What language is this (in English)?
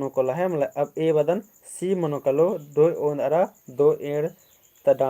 Kurukh